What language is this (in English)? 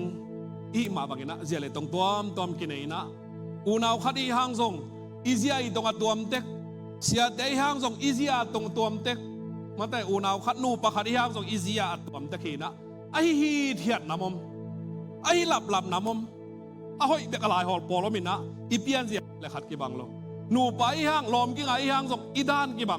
Tedim Chin